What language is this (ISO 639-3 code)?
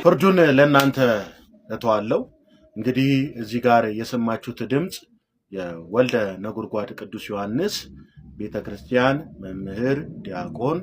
amh